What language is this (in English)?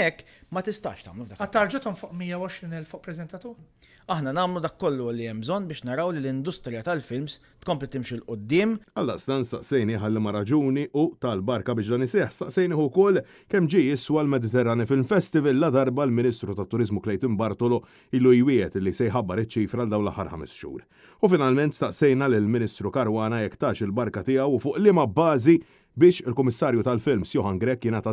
Maltese